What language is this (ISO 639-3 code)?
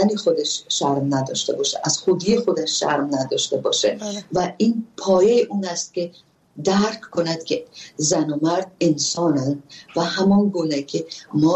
fas